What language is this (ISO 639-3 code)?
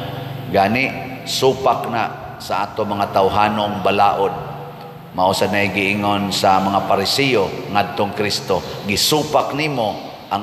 ceb